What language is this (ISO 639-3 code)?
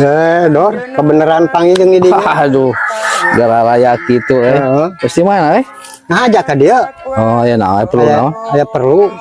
sun